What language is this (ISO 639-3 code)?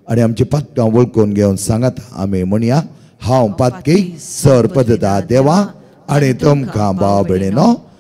kok